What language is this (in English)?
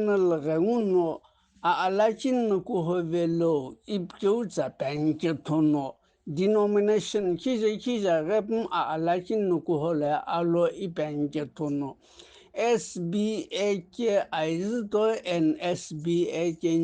Sumi Naga